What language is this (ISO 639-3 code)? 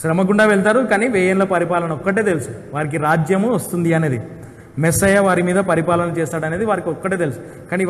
tel